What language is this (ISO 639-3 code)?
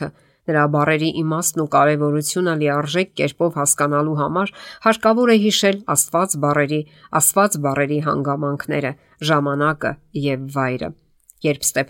hye